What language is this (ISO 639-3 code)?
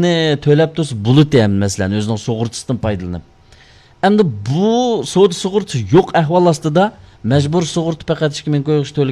uig